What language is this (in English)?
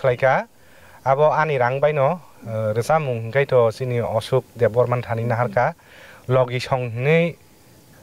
Kok Borok